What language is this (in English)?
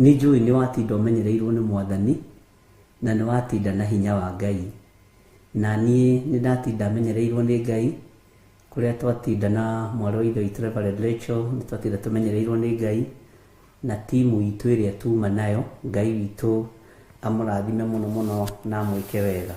Kikuyu